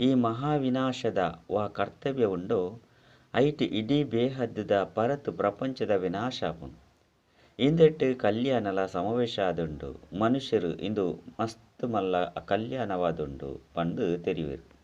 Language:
Tulu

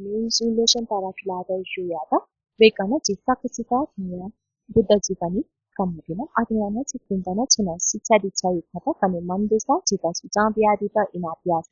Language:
Newari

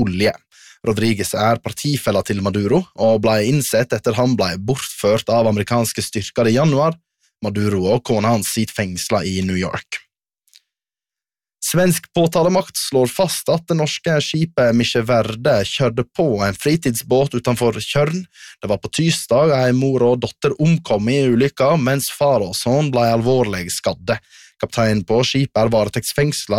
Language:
Norwegian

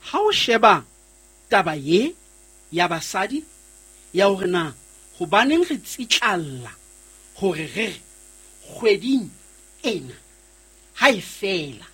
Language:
Southern Sotho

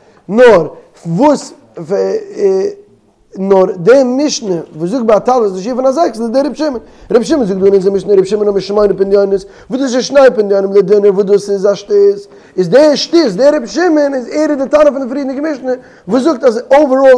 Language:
Yiddish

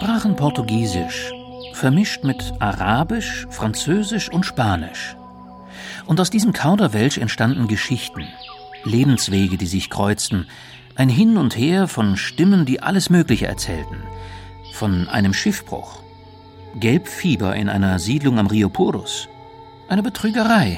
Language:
German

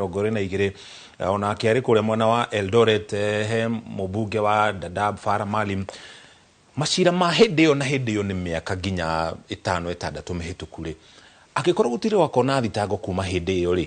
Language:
Kikuyu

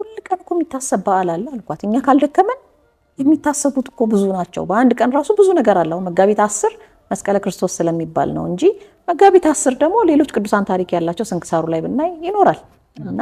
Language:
Amharic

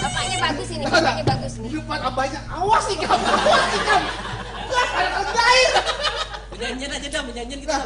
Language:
Banjar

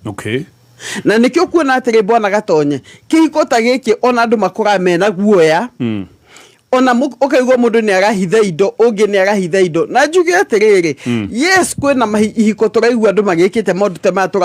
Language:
Kikuyu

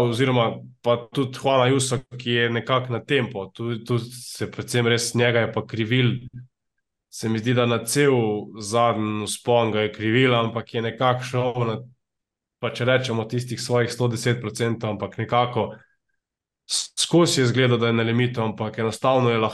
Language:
Slovenian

